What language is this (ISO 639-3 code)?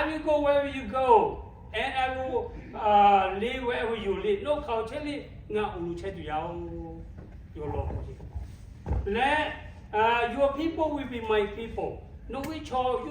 lhu